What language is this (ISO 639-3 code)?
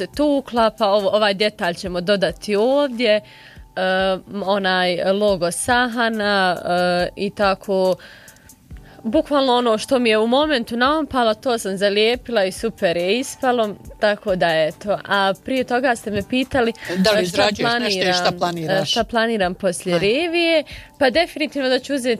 bos